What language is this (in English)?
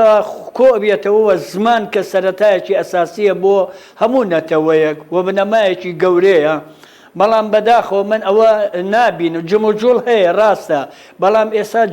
Central Kurdish